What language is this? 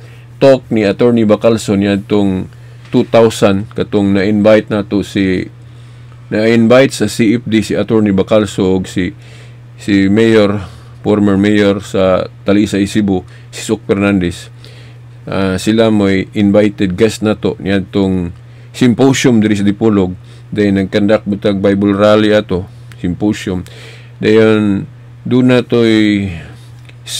Cebuano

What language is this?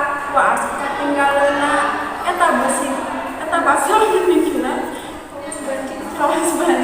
Sundanese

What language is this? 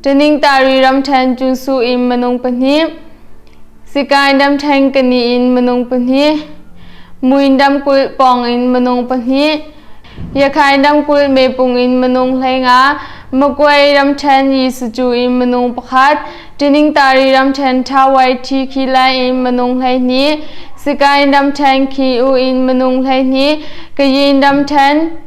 Hakha Chin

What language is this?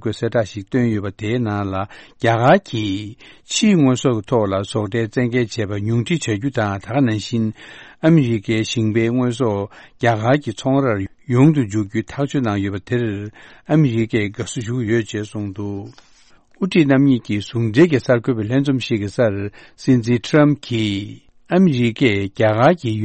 Tibetan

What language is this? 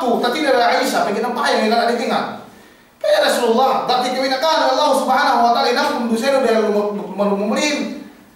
Yakan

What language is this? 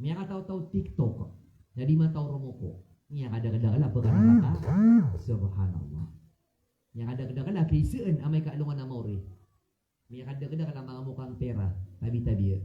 Maranao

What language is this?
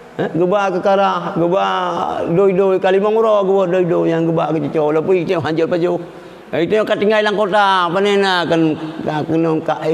Achinese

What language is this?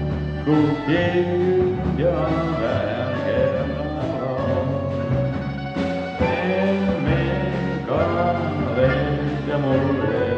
Finnish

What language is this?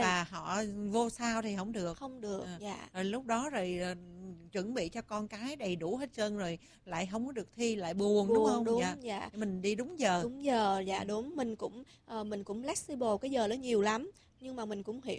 Vietnamese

